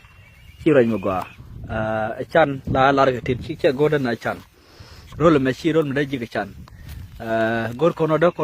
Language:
Nuer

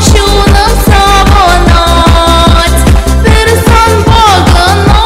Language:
Chuvash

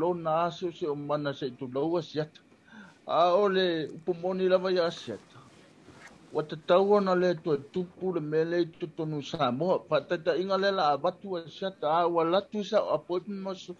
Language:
Samoan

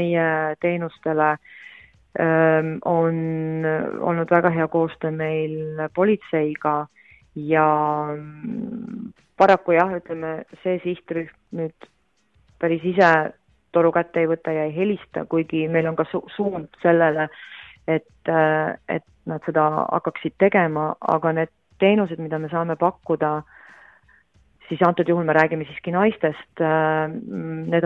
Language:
Estonian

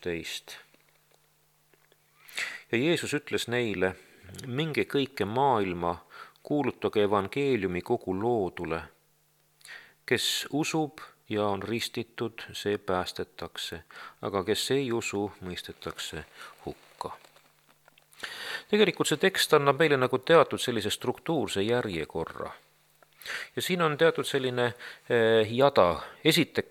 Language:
Estonian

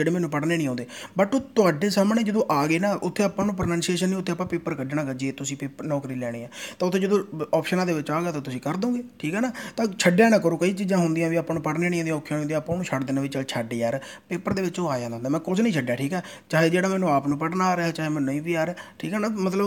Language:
Punjabi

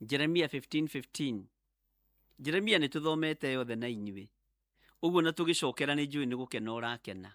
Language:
Kikuyu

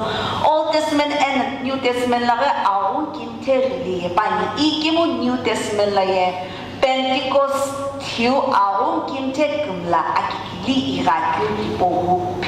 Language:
Sumi Naga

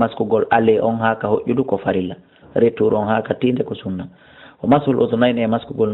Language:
Fula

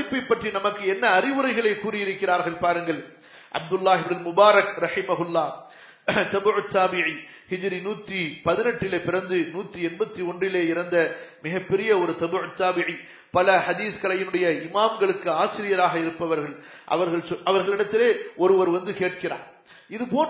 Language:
Tamil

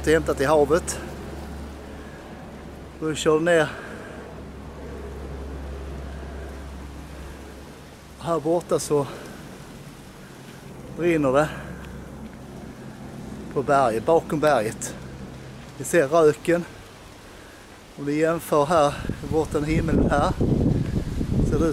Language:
Swedish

